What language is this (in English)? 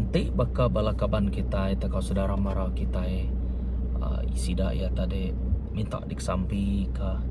Iban